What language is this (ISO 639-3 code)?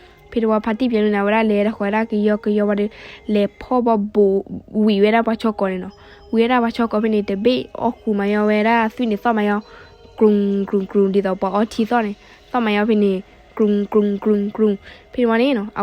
ksw